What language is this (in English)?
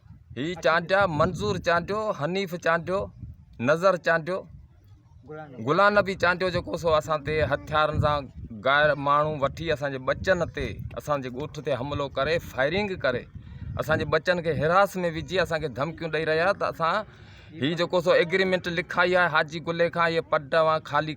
Sindhi